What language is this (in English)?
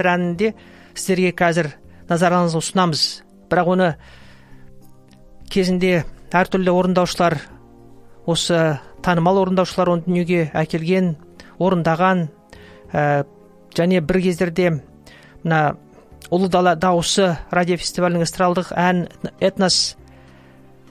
Kazakh